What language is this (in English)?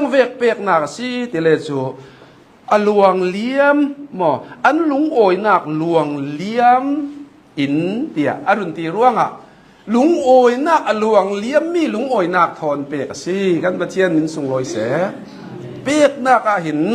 Hakha Chin